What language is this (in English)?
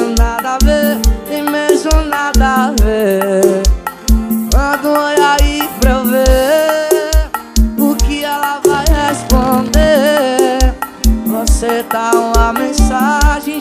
Portuguese